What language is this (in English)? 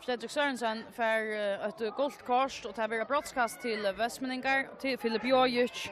Faroese